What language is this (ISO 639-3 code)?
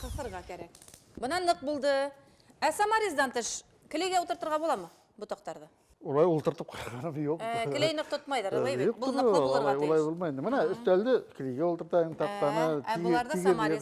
bak